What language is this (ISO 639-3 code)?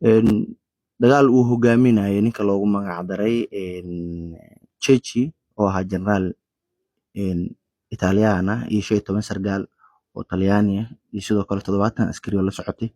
som